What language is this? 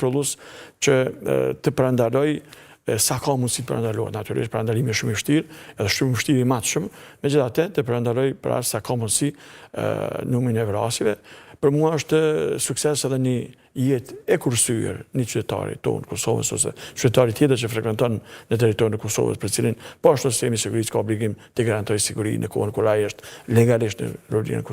Albanian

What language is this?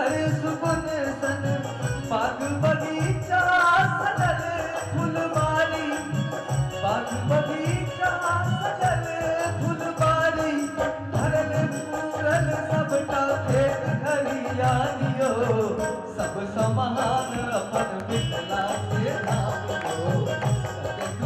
Maithili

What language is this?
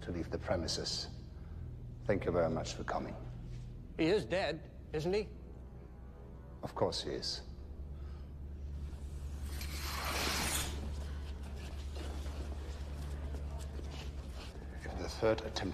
English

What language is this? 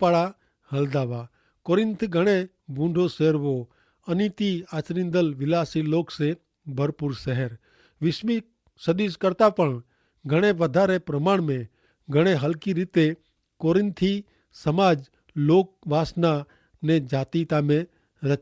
Kachhi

